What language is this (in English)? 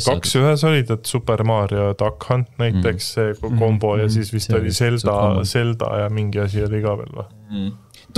Estonian